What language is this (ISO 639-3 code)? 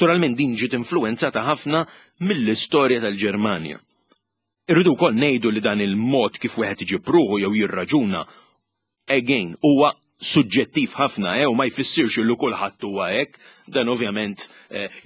mlt